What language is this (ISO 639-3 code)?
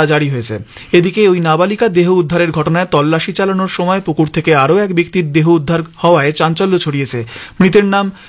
ben